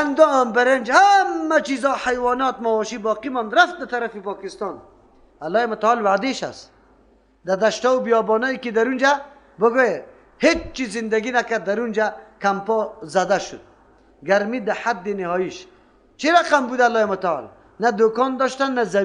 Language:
Persian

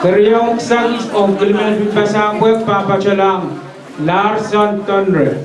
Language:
Pohnpeian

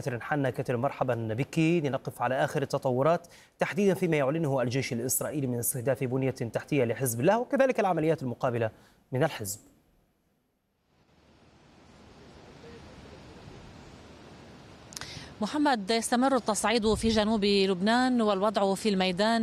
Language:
Arabic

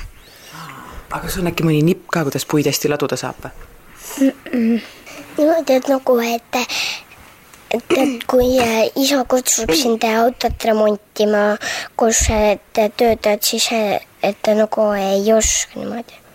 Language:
Estonian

